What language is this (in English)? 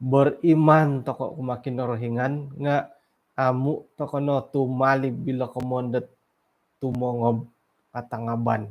Central Dusun